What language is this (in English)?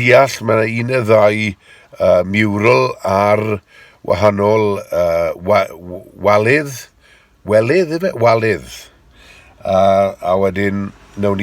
Welsh